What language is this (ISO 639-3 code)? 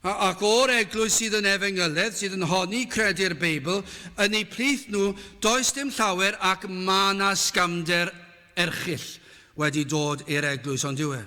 cym